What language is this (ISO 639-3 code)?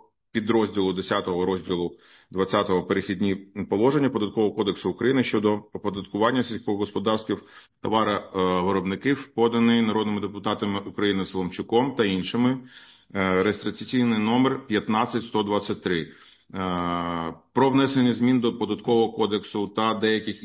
ukr